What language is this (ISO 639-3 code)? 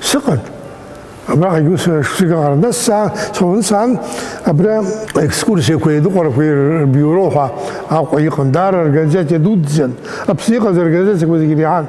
abk